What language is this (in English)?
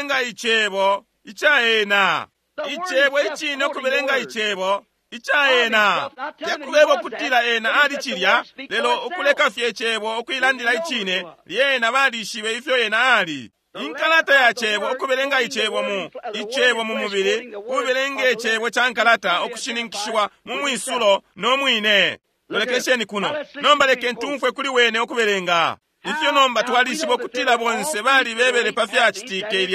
Bemba